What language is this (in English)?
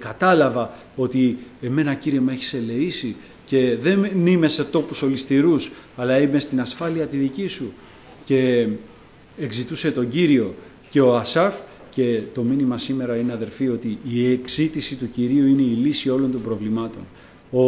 Greek